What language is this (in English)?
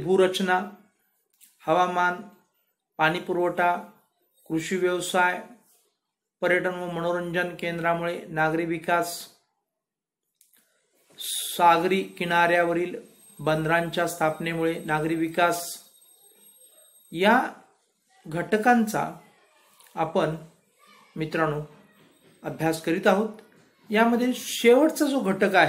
Marathi